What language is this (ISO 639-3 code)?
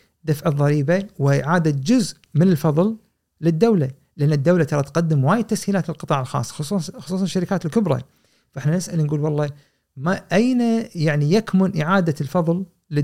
afb